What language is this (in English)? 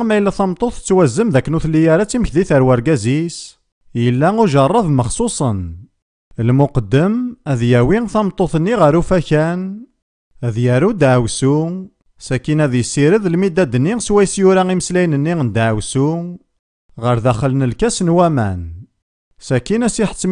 Kabyle